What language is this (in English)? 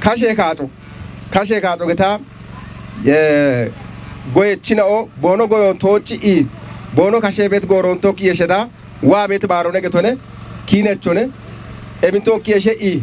Kafa